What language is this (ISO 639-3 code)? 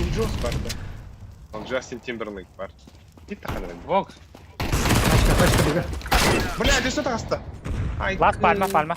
sah